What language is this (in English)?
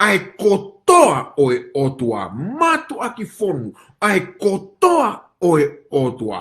Tongan